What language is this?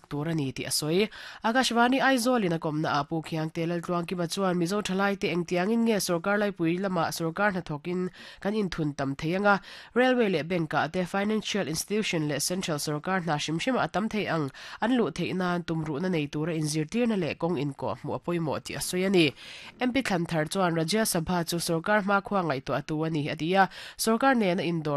Mizo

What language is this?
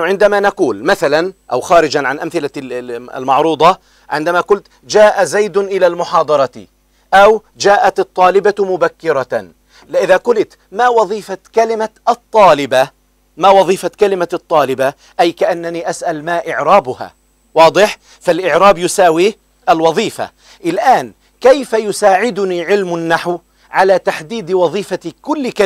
Arabic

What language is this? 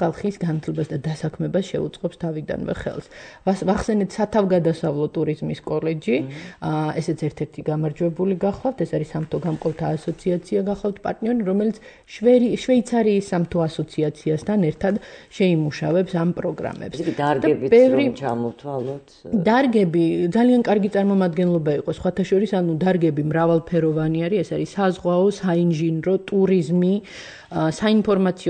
Georgian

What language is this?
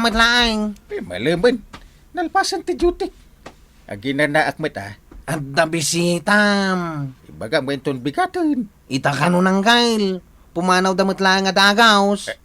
Iloko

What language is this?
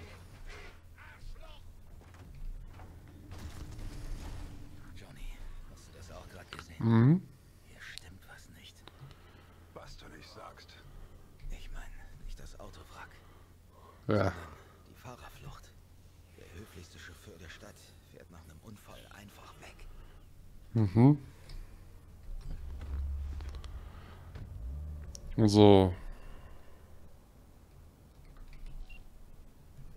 German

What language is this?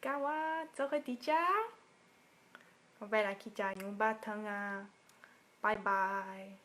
Min Nan Chinese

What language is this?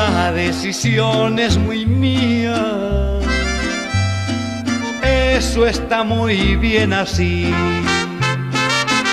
Spanish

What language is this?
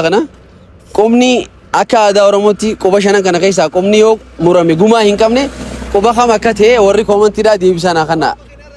Oromo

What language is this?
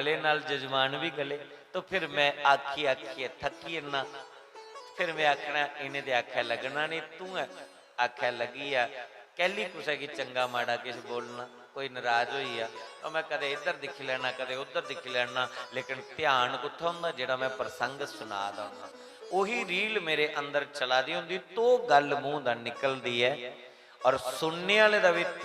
Dogri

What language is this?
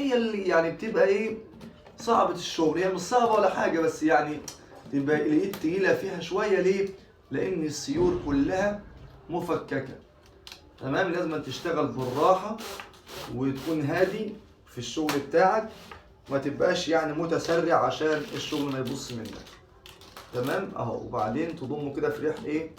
Egyptian Arabic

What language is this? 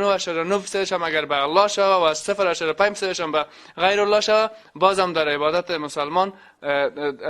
Persian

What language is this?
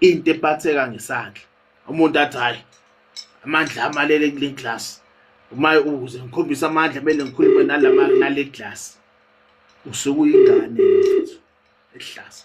Zulu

